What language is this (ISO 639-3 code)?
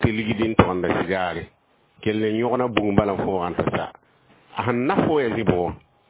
mos